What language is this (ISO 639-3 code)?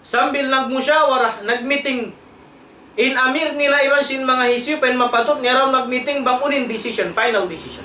tsg